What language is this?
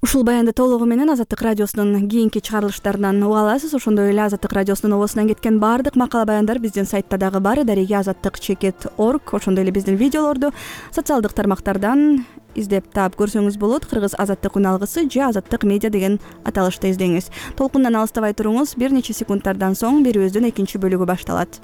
Kyrgyz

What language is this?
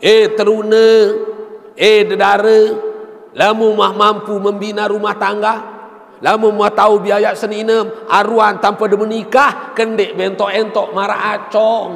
Sasak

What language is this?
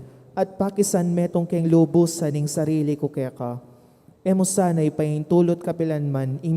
Pampanga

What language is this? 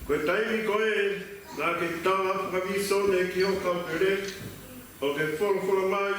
Tongan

